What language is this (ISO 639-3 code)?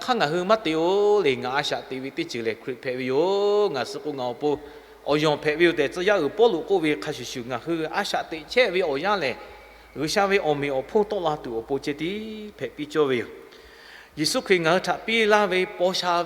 lhu